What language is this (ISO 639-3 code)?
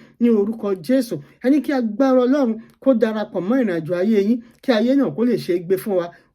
yor